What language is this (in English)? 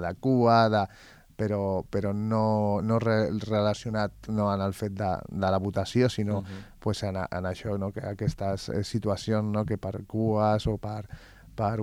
Catalan